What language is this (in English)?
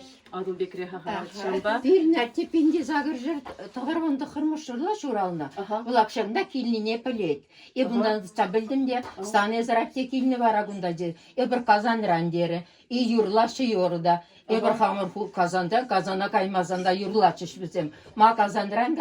Chuvash